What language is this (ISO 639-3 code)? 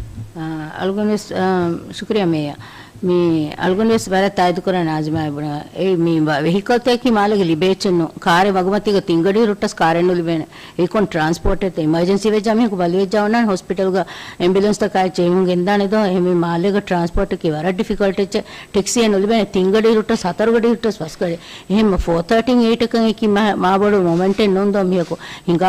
div